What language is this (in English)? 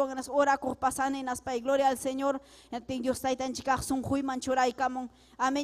Ayacucho Quechua